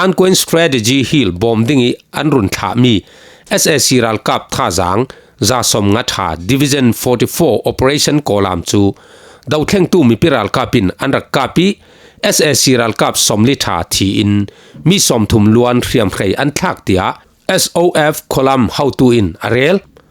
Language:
Falam Chin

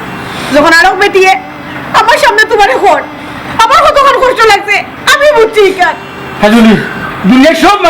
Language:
Sylheti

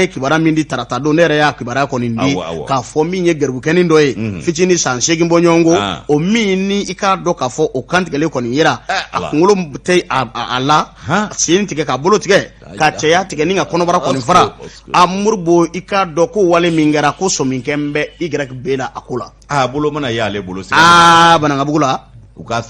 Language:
Bambara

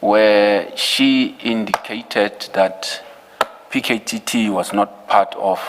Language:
Venda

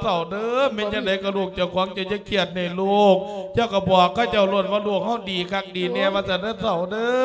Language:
Lao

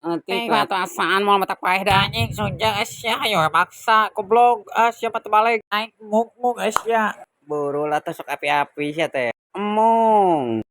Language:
Sundanese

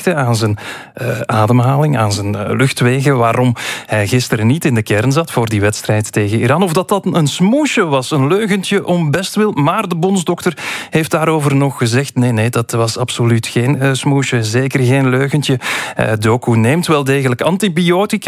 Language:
Dutch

